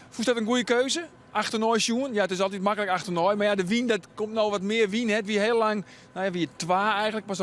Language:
Western Frisian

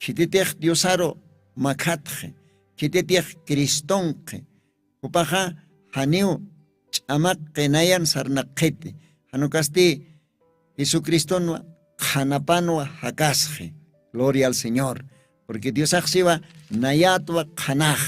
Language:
Aymara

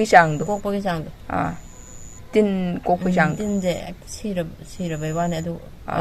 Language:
Manipuri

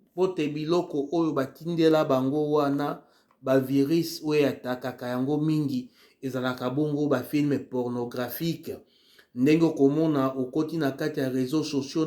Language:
Lingala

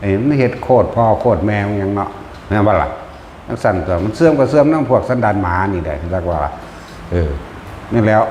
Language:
Northeastern Thai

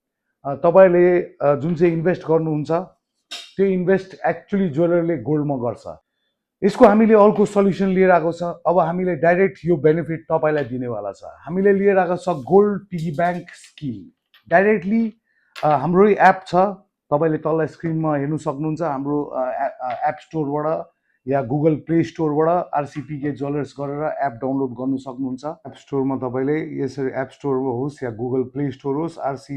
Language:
Nepali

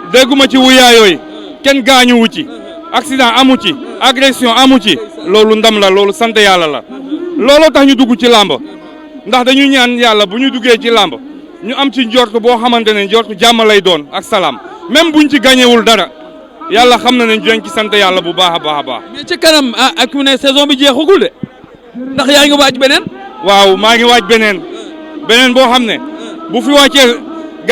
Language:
Wolof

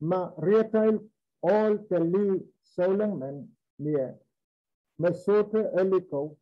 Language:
Pohnpeian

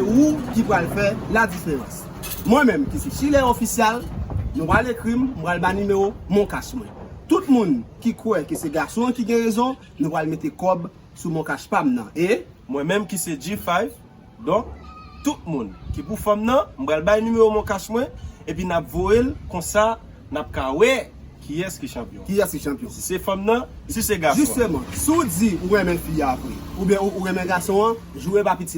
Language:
Haitian Creole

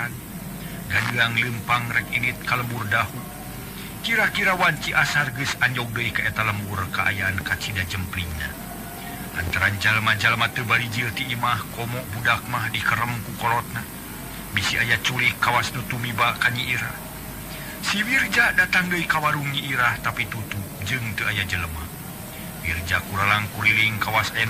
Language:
Sundanese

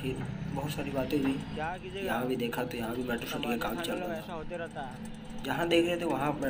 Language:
Hindi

